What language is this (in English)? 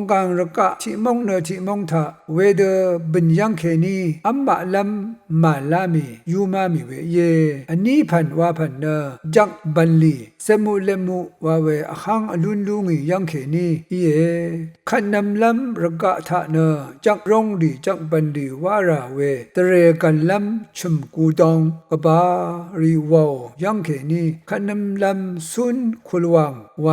Rawang